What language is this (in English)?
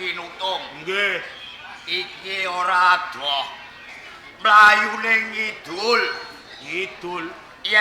Javanese